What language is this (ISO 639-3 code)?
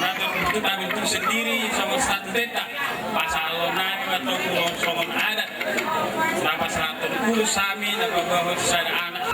bbc